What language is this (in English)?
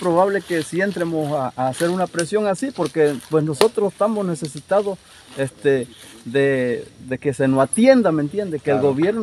Spanish